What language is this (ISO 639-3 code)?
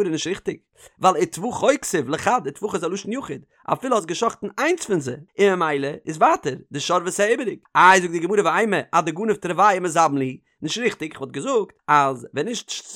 yid